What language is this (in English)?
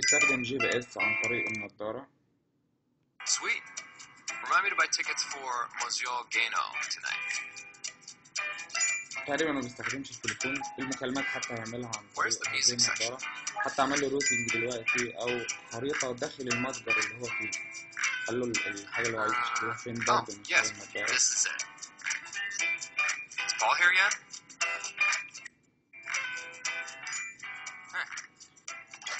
Egyptian Arabic